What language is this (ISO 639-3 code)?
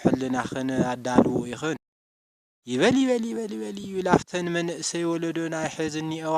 tir